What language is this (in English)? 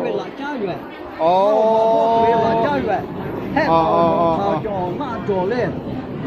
Lahu